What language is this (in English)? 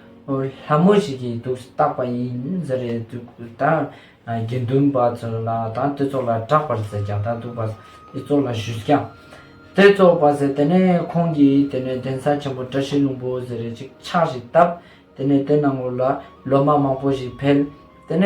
Ladakhi